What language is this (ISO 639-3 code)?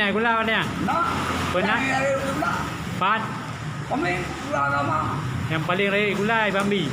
ace